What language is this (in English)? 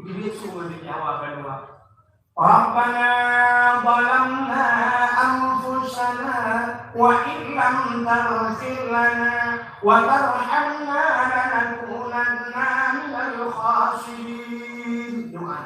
Achinese